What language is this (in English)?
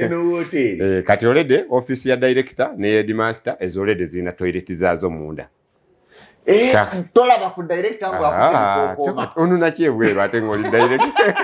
Ganda